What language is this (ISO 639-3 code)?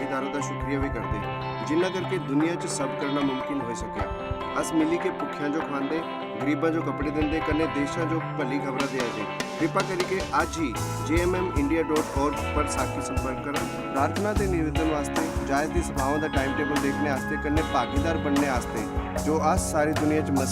doi